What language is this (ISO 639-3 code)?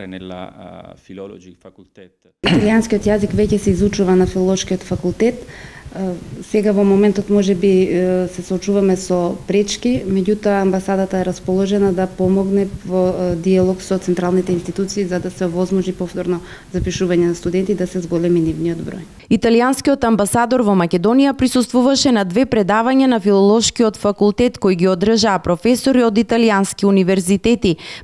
mkd